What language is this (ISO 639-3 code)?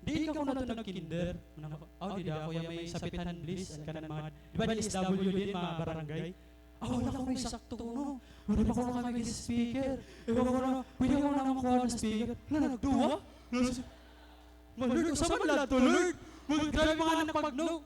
war